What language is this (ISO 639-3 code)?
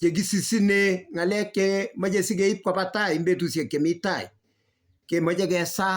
kln